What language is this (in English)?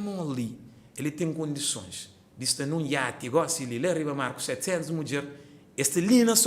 Kabuverdianu